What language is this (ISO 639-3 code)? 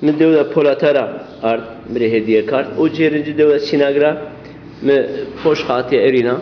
zza